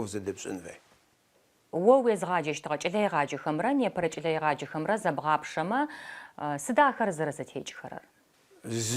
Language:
Adyghe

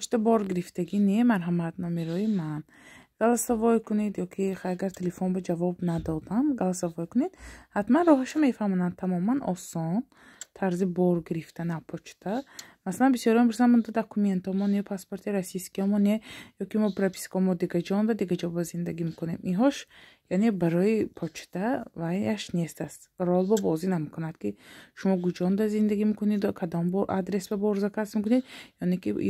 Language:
Tajik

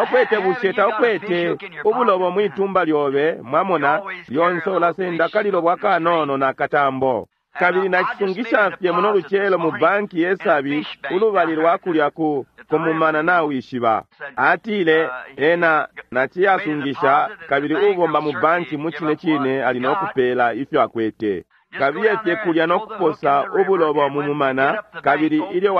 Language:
Bemba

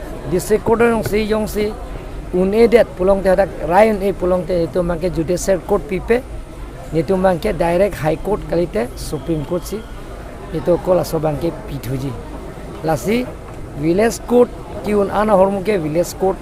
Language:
Karbi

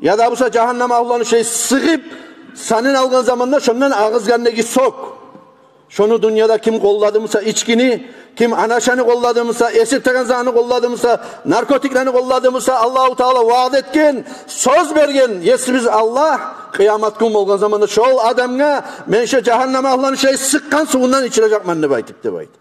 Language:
Kumyk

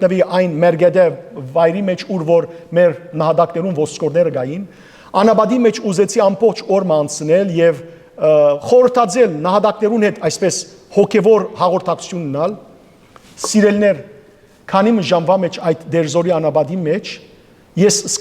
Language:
Western Armenian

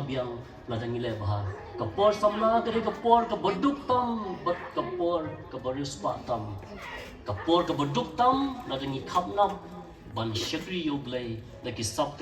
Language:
Khasi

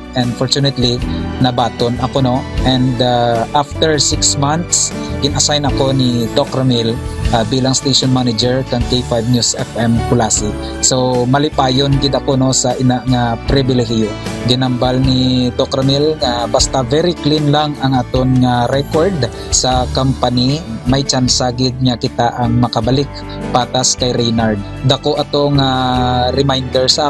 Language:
Hiligaynon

